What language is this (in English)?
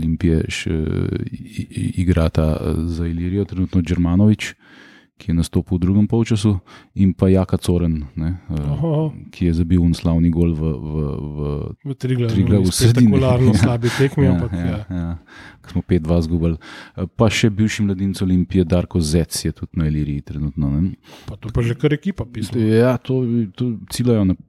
Slovenian